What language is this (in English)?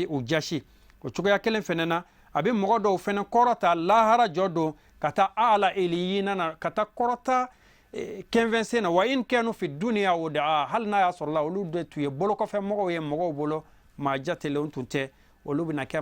Bambara